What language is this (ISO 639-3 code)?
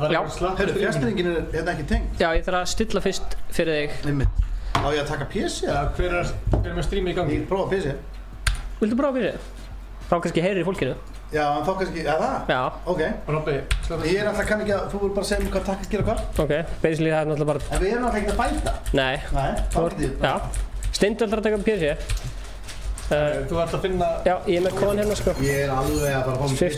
isl